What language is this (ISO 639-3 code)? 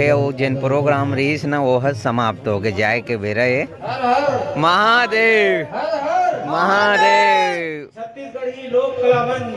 hne